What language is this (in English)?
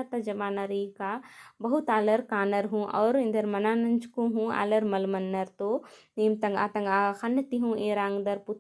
Kurukh